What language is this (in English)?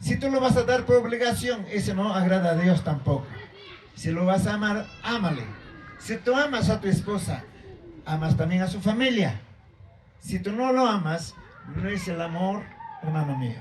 Ayacucho Quechua